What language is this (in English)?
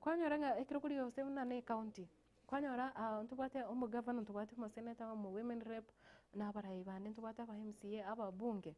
Gusii